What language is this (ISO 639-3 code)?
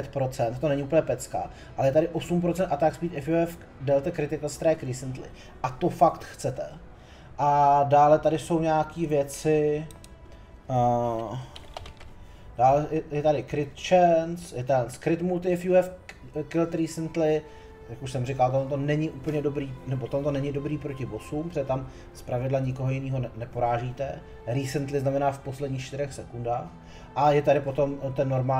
ces